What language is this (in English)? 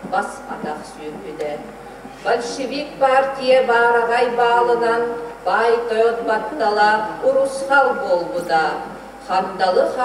Yakut